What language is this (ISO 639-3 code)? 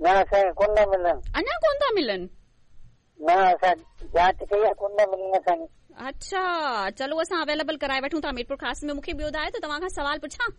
snd